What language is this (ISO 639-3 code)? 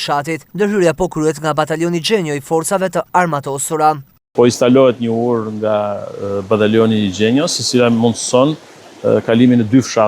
sqi